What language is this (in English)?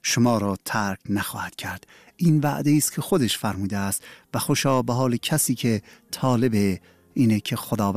Persian